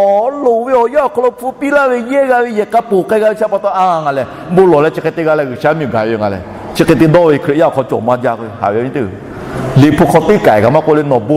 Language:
Lahu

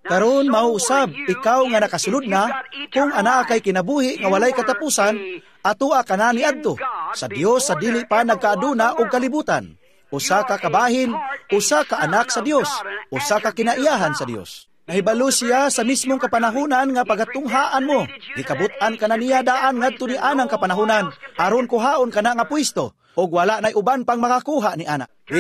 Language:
Cebuano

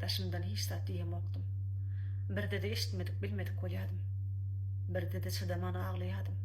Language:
Turkmen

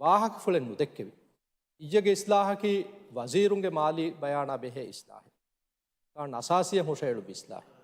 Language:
Divehi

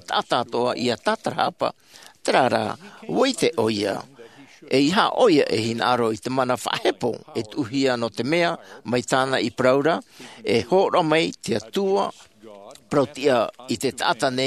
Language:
Tahitian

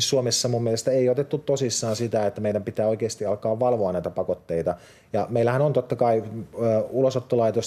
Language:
Finnish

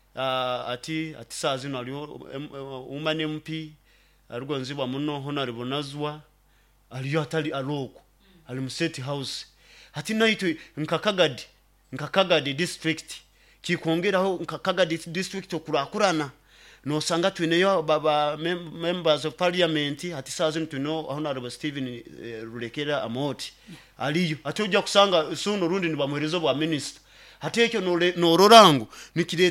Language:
Nyoro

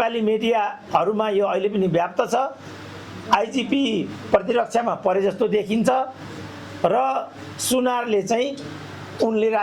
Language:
Nepali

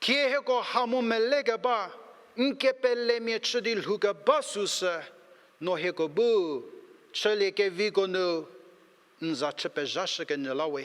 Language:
Angami Naga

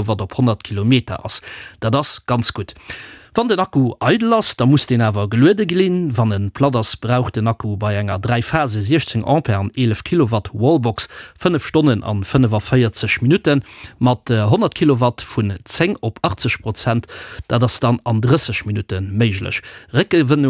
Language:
Luxembourgish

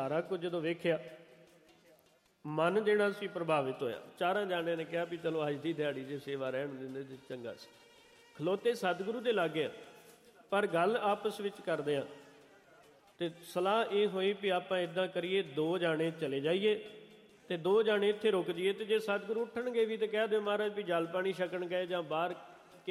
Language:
Punjabi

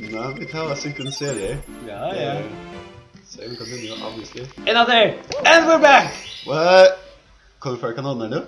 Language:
Faroese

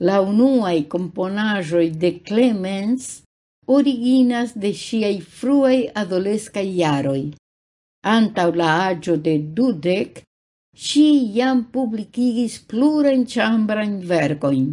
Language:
Esperanto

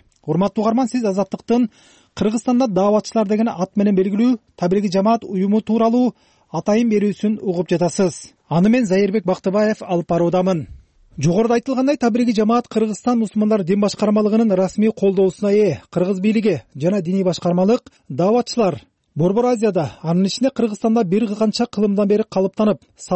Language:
Kyrgyz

